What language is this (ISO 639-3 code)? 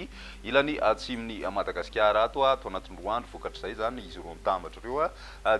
mlg